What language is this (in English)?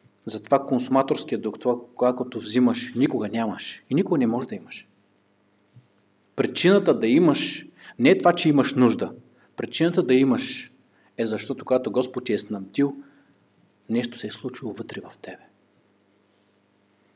Bulgarian